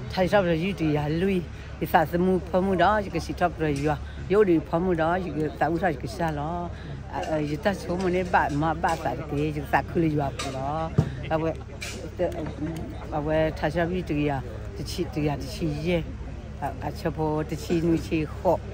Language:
S'gaw Karen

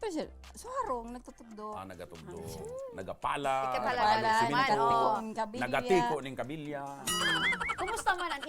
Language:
Bikol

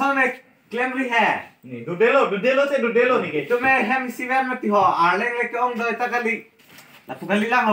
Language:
Karbi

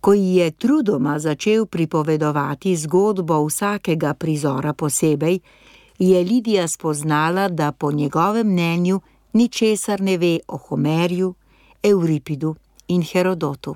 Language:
Slovenian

